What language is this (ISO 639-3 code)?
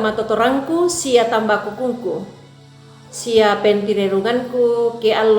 sda